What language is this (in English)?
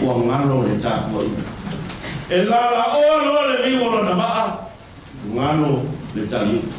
Samoan